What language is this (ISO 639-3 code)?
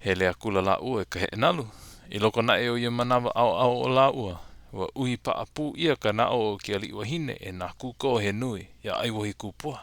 haw